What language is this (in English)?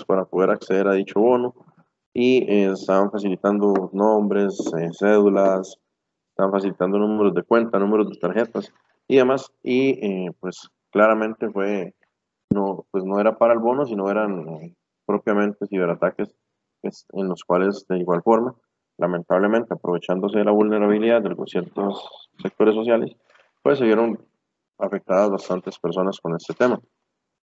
Spanish